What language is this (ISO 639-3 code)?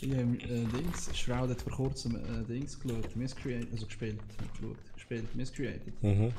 gsw